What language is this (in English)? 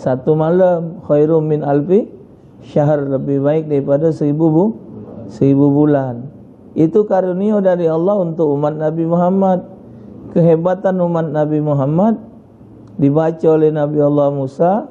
Musi